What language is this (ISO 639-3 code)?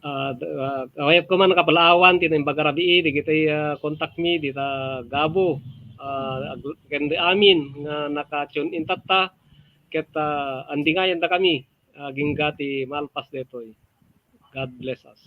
ilo